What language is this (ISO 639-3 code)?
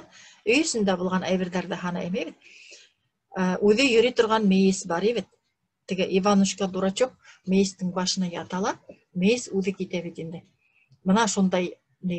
bak